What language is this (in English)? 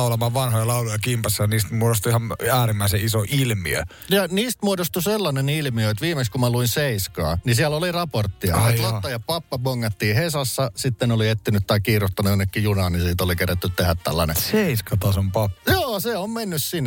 Finnish